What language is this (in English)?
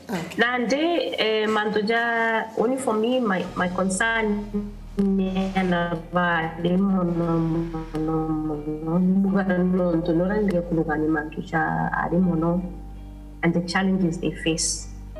Meru